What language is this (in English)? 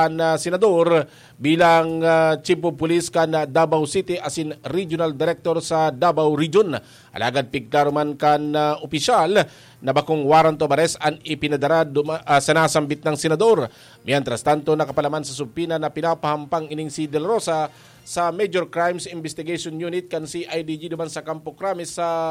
Bikol